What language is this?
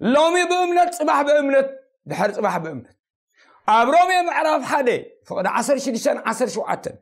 Tigrinya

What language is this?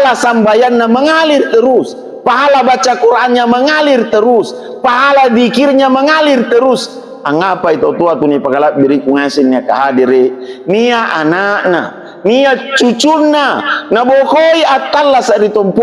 Makasar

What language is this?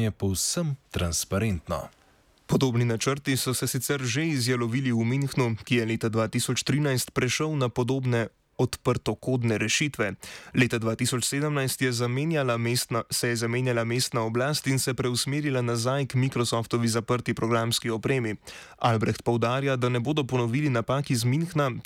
Slovenian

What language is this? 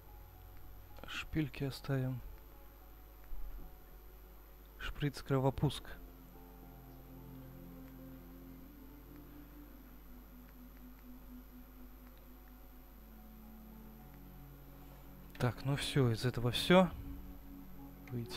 Russian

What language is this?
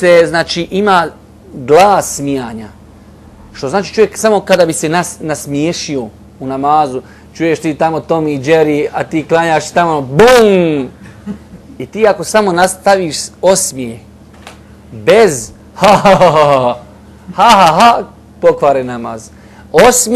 Bosnian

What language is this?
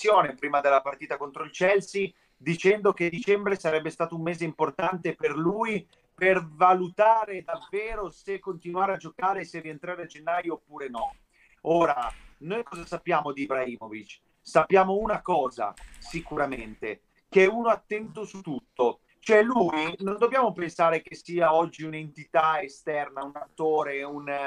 Italian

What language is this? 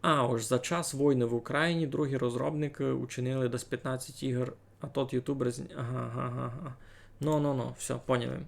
Rusyn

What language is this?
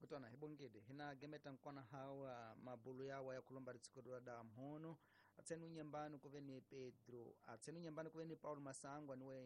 Tsonga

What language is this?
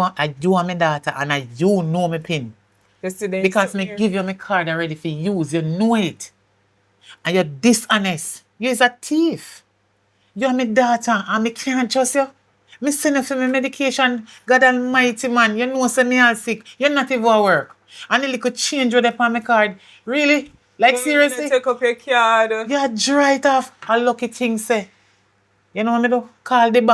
Jamaican Creole English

